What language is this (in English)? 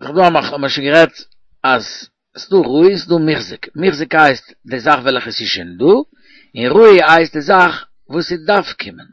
Yiddish